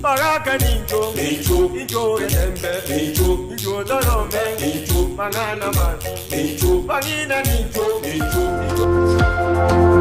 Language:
Gusii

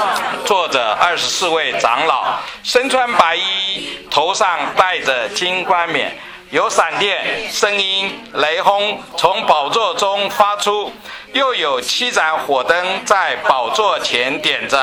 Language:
Chinese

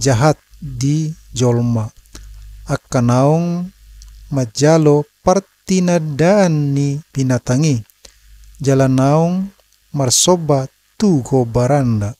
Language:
Batak Toba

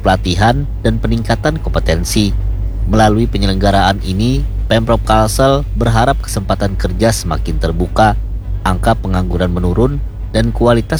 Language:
Indonesian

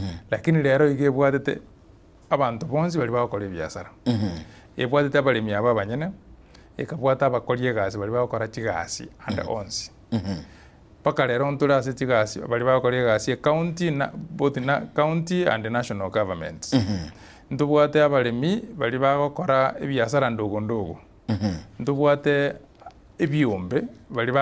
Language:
Gusii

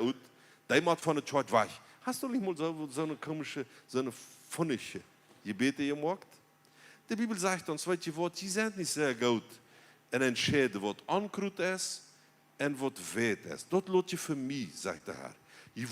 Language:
Plautdietsch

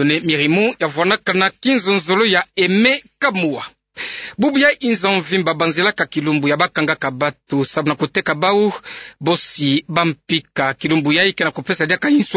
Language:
Kituba (Democratic Republic of Congo)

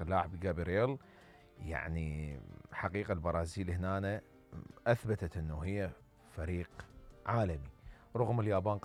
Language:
Mesopotamian Arabic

